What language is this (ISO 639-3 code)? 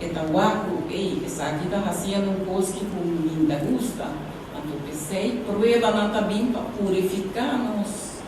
pap